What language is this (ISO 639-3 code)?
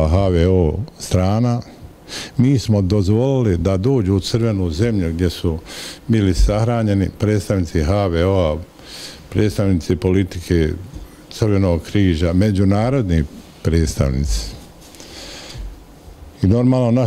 bos